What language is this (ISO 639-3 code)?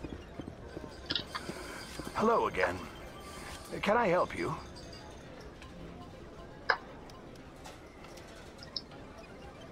rus